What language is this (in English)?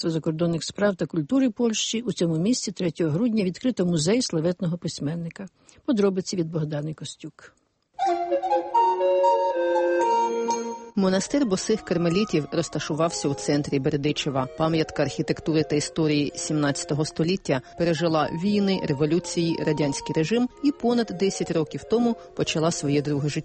Ukrainian